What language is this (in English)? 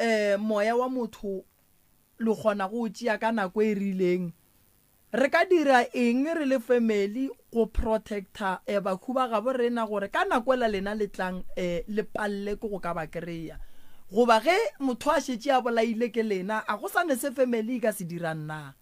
Northern Sotho